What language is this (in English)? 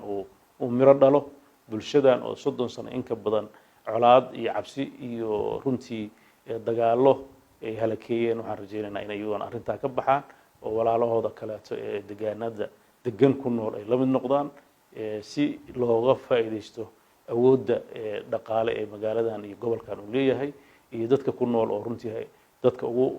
Somali